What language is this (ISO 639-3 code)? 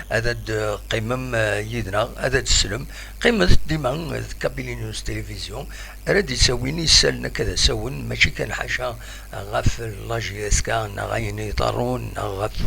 kab